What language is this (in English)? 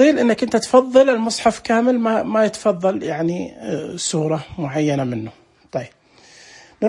Najdi Arabic